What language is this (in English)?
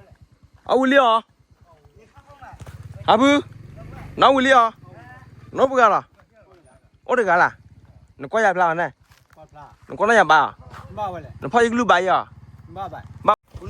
S'gaw Karen